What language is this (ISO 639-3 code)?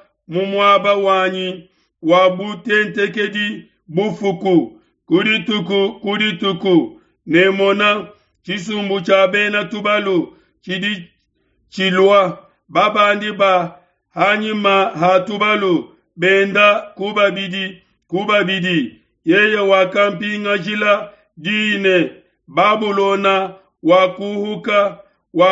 lua